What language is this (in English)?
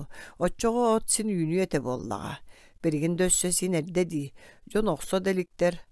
Yakut